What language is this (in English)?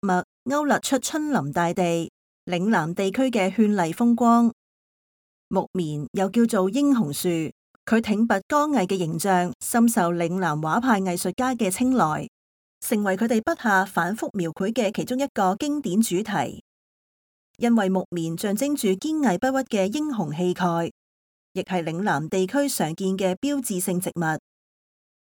Cantonese